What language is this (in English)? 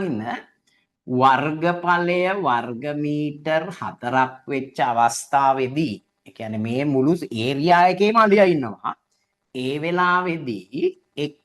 Sinhala